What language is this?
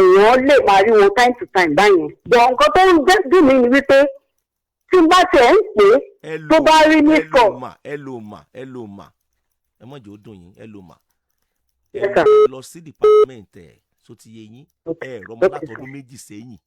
Yoruba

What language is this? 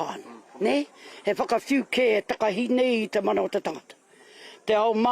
Māori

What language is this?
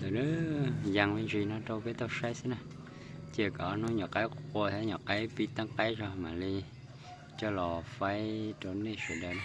Hmong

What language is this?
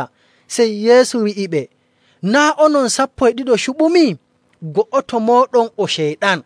Nigerian Fulfulde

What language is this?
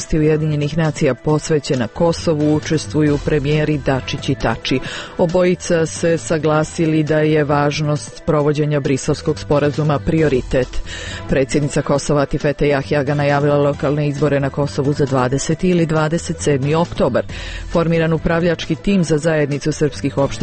Serbian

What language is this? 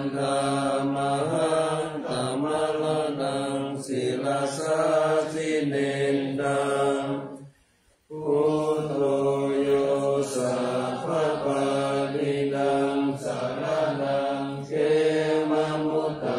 Pali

